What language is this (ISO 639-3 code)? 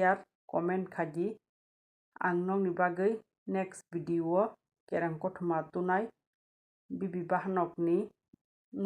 trp